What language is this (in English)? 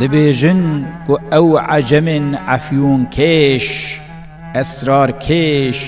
Kurdish